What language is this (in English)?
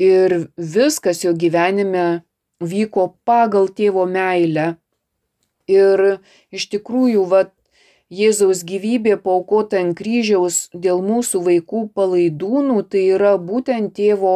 Lithuanian